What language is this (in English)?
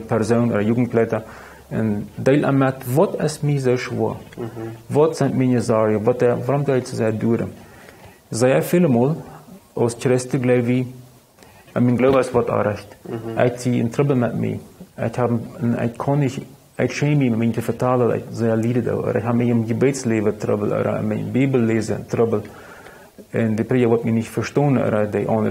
Plautdietsch